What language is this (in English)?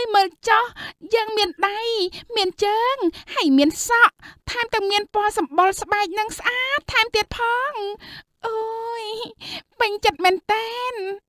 Khmer